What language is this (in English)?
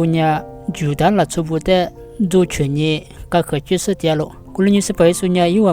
Lisu